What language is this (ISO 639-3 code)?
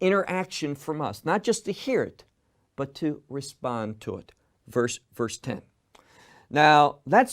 eng